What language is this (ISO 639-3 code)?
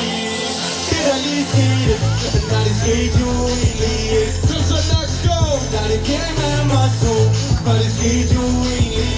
dan